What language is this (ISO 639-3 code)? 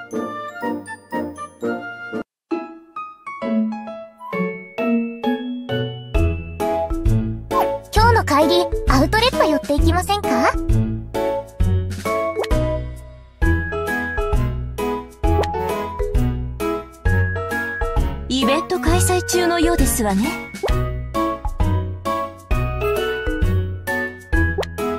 jpn